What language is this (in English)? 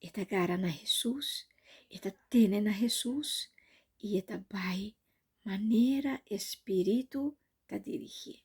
Papiamento